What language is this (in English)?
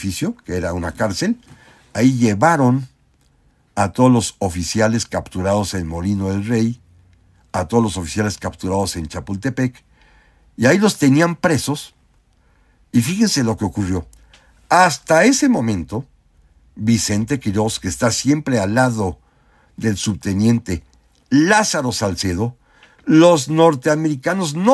Spanish